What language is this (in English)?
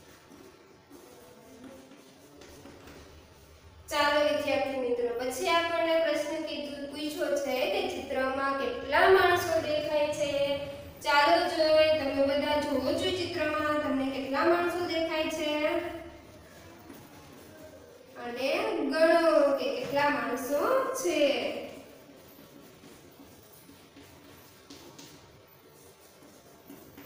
Gujarati